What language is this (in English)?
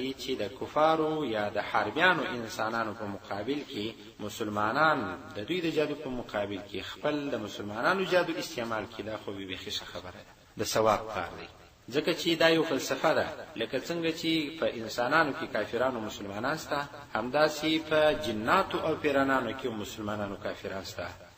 Pashto